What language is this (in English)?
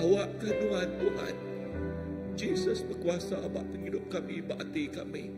Iban